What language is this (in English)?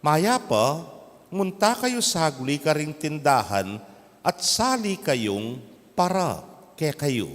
Pampanga